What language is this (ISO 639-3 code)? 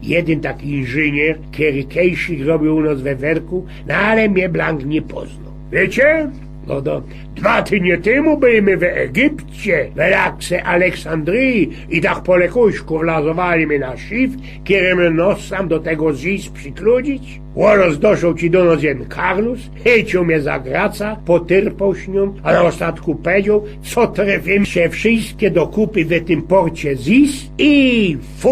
szl